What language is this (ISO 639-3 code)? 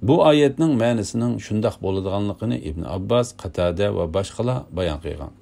uig